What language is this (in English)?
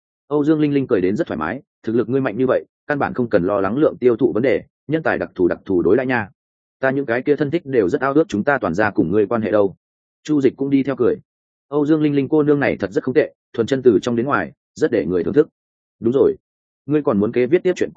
Vietnamese